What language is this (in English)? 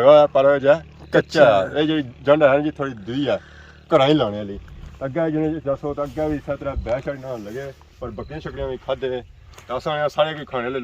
Pahari-Potwari